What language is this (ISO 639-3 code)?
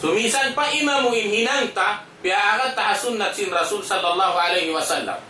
tsg